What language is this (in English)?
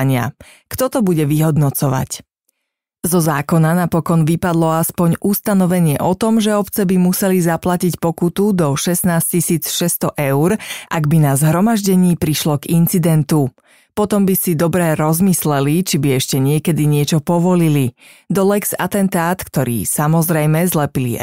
Slovak